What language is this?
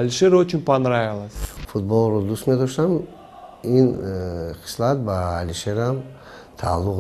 Tajik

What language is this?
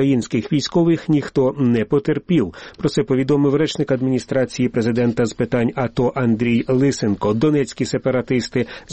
Ukrainian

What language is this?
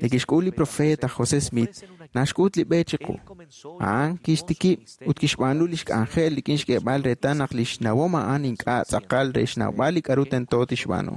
Kekchí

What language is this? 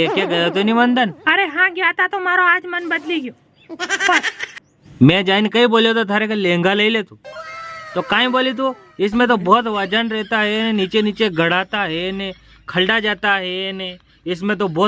Rajasthani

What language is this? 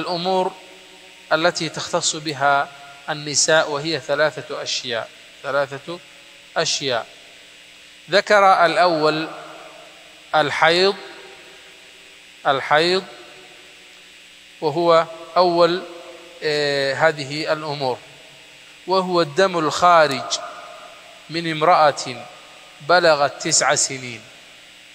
Arabic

